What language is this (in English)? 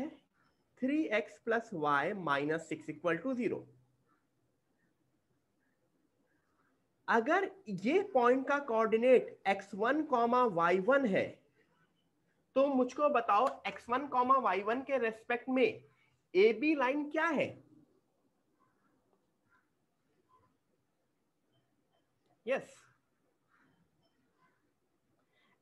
Hindi